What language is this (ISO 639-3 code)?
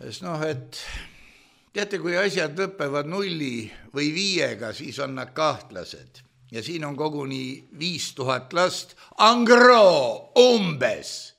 est